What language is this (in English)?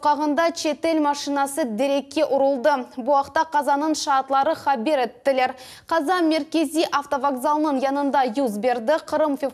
Crimean Tatar